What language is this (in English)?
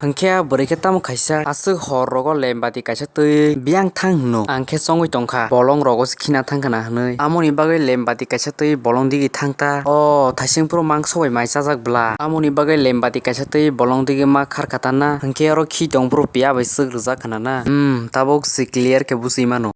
Kok Borok